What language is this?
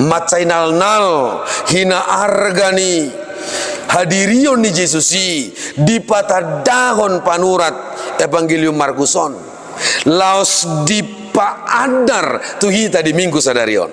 Batak Toba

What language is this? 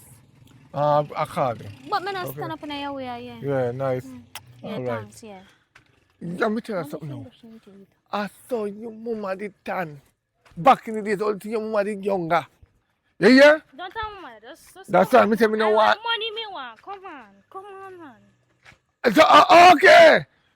Jamaican Creole English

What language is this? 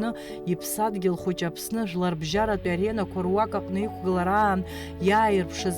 Abkhazian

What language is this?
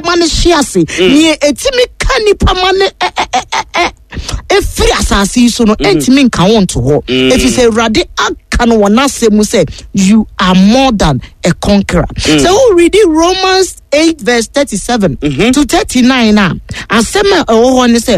Akan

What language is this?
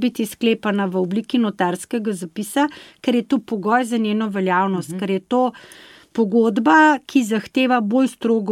Slovenian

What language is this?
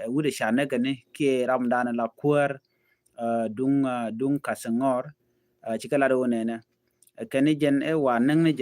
Nuer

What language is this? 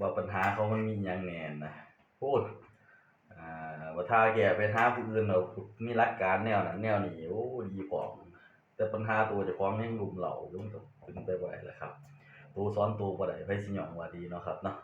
Northeastern Thai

